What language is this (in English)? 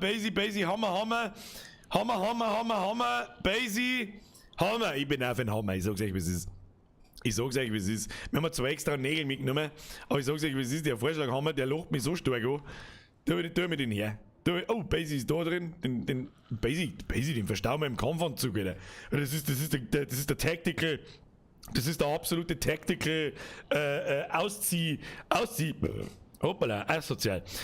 Bavarian